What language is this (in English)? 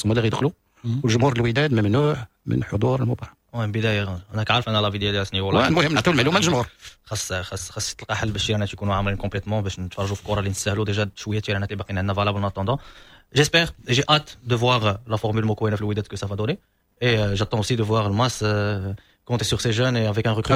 Moroccan Arabic